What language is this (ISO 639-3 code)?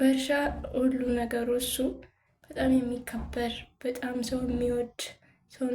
amh